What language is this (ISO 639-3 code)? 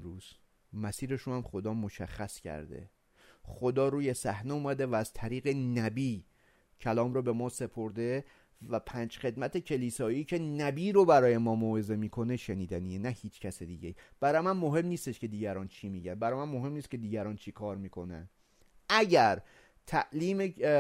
fas